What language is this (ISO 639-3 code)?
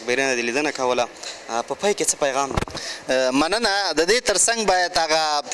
pus